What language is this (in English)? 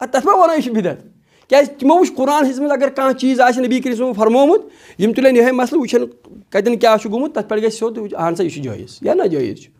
Kashmiri